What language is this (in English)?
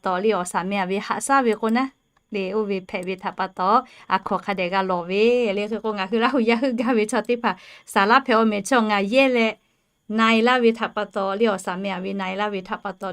Lahu